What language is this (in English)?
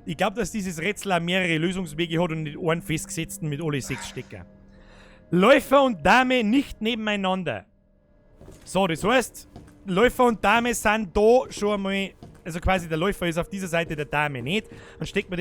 Bavarian